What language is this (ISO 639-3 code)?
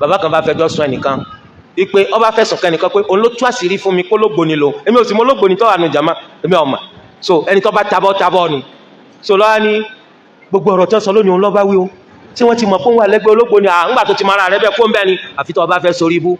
yor